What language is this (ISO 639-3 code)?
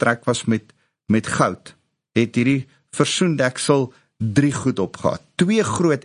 afr